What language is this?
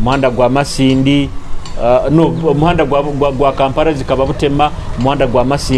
Nyoro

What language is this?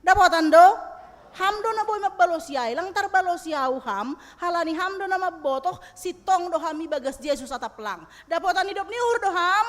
Batak Simalungun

